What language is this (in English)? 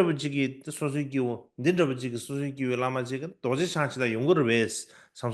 Tibetan